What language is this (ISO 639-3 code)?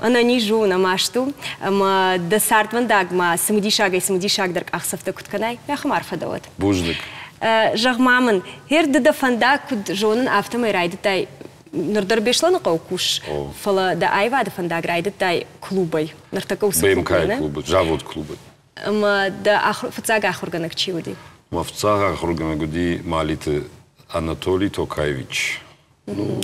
oss